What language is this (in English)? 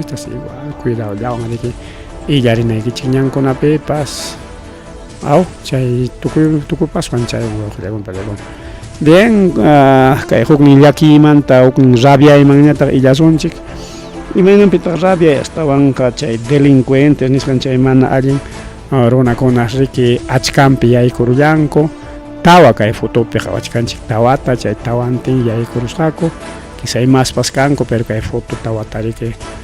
Ayacucho Quechua